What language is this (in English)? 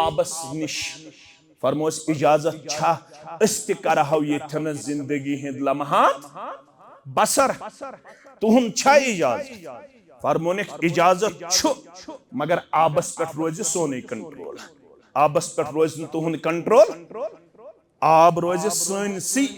Kashmiri